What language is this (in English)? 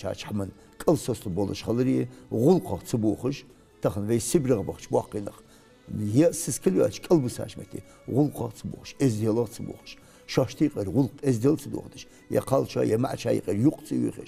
Ingush